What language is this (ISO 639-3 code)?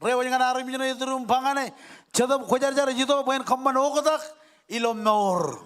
mah